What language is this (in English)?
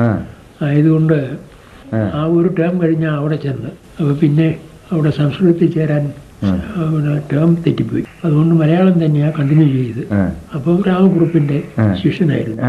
Malayalam